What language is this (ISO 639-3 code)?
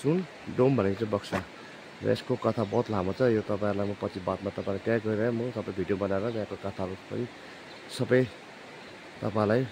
nep